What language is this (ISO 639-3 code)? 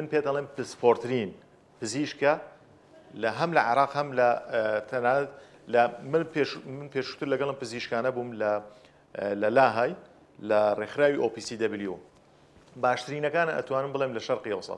ckb